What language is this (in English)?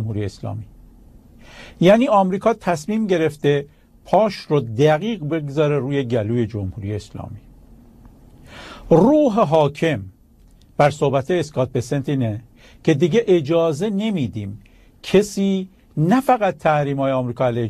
Persian